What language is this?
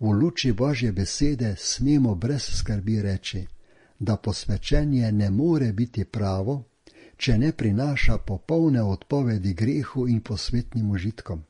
Slovenian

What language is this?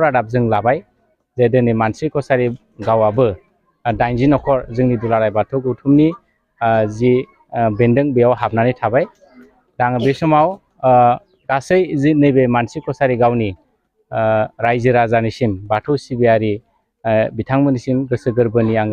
Bodo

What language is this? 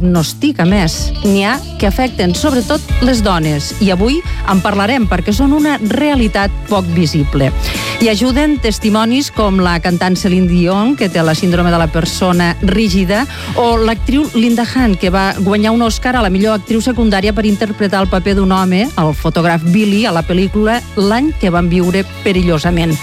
Catalan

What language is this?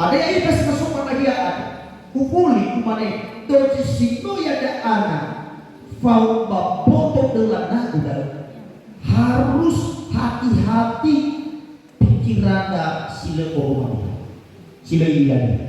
Nias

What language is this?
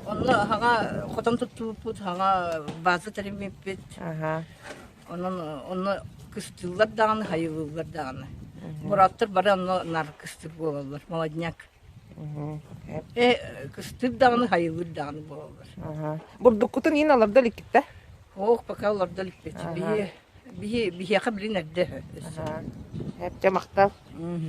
Yakut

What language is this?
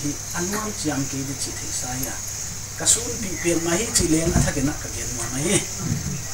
Paite Chin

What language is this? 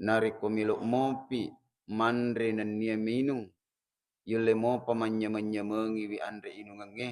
Buginese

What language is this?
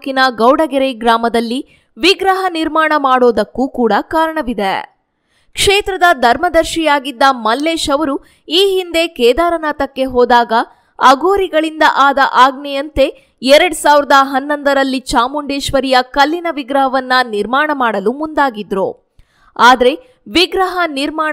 Kannada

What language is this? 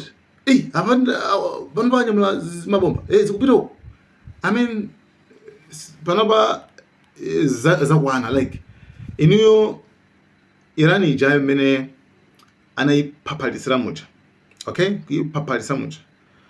Nyanja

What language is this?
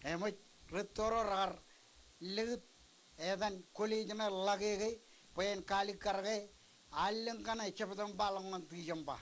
Marshallese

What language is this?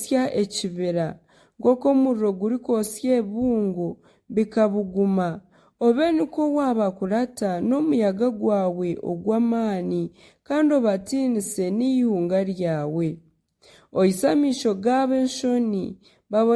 Nyankole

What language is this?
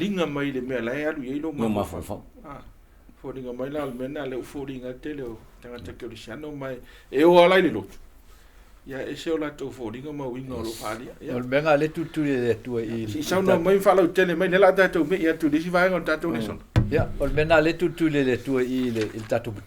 Samoan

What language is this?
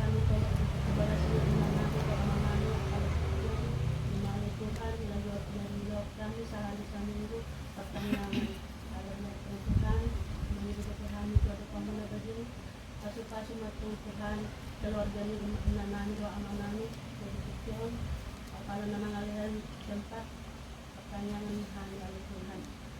Batak Toba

